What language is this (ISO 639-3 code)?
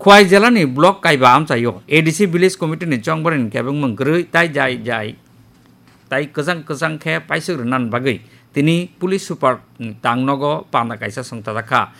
trp